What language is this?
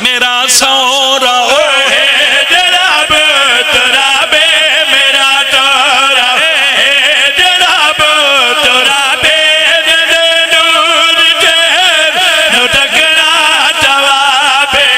Pahari-Potwari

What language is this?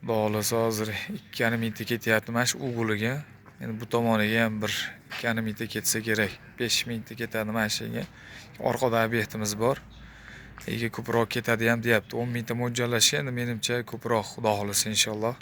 Uzbek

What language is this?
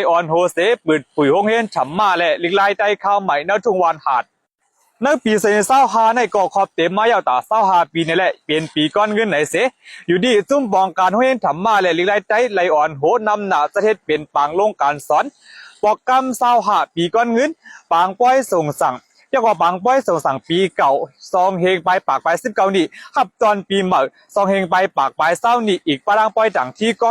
Shan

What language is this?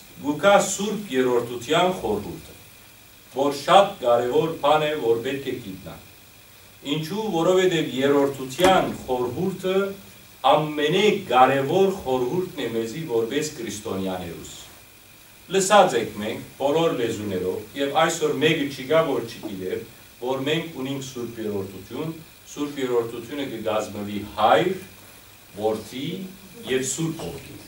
Western Armenian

